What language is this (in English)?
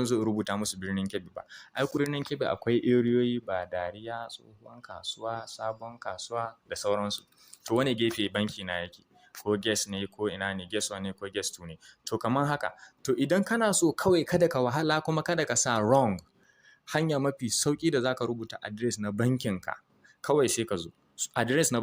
Hausa